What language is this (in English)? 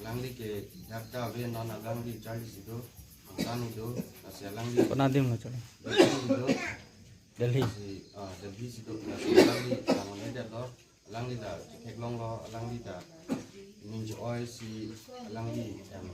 Karbi